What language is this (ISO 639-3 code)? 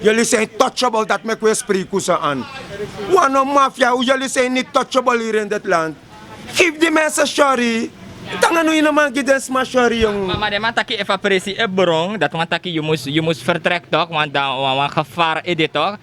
srn